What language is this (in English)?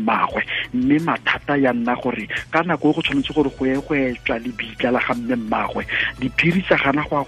Tswana